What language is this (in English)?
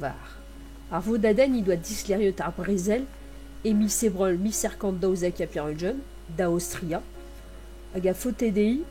Breton